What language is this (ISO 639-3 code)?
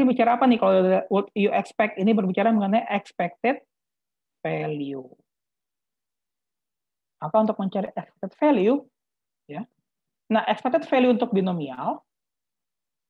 ind